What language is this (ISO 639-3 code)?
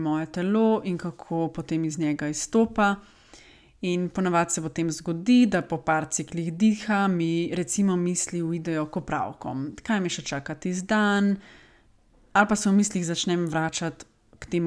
slv